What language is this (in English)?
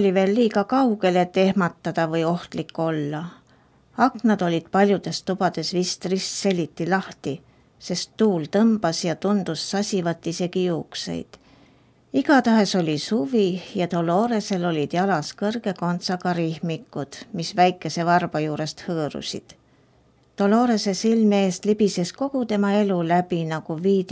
Estonian